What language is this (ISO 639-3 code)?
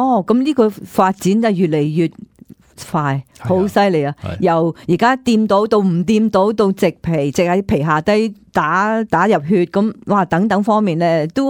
yue